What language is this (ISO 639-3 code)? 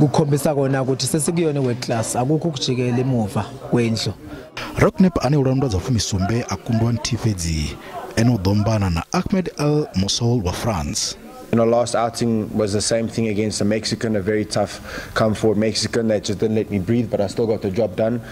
ven